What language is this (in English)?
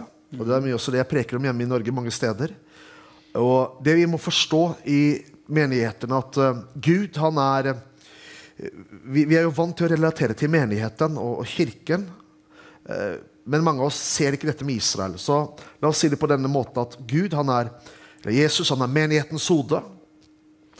Norwegian